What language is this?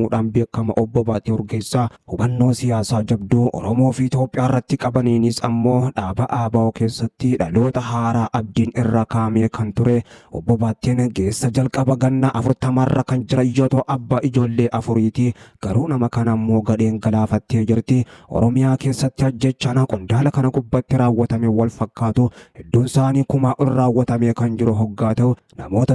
Oromo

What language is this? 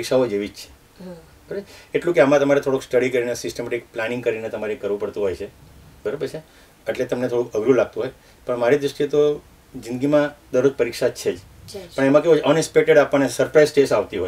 Gujarati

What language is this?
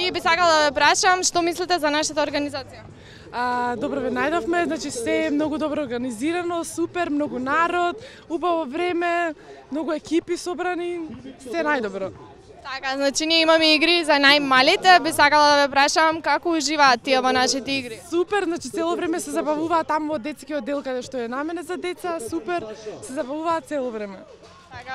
Macedonian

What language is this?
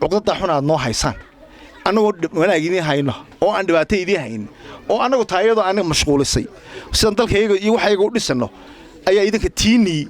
Somali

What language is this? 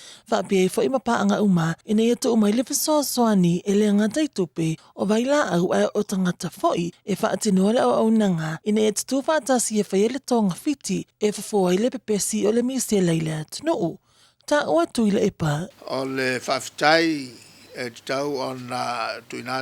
Samoan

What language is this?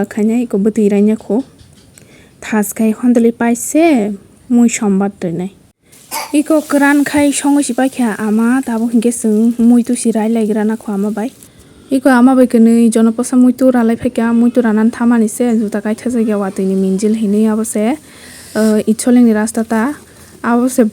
Kok Borok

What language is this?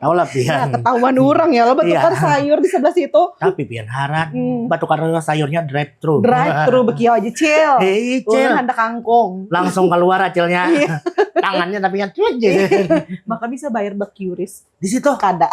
Banjar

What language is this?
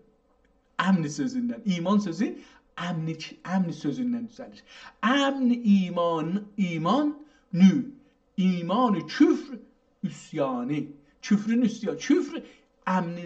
South Azerbaijani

